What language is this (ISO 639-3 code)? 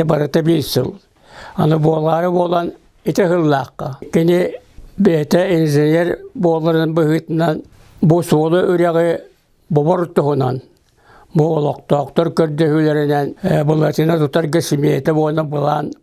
sah